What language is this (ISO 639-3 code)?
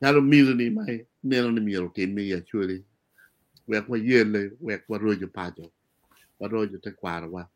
ach